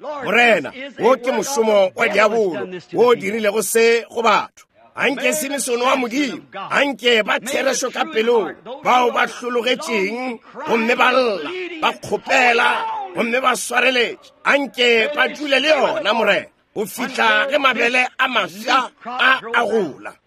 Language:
Northern Sotho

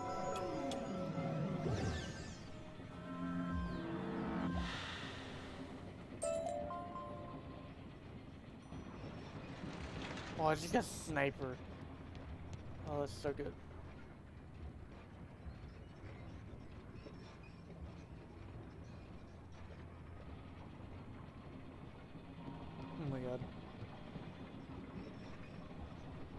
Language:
English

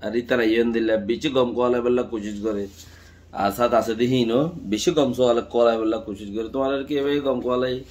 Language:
Rohingya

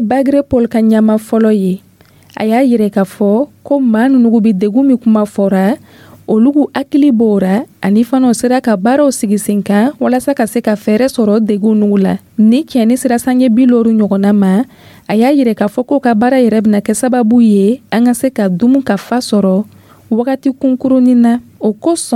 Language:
Dyula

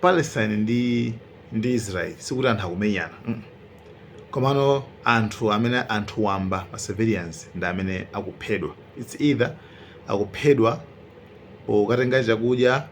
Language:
Nyanja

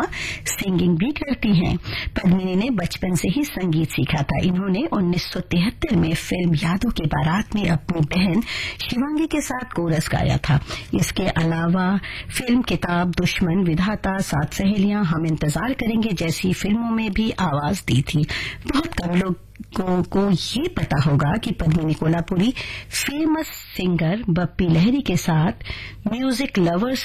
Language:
Hindi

